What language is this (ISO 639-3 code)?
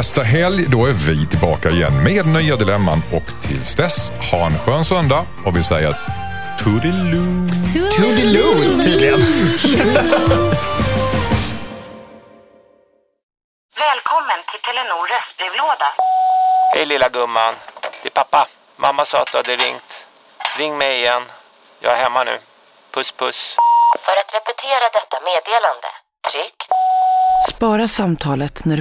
swe